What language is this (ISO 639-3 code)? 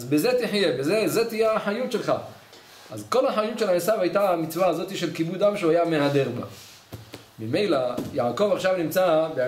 heb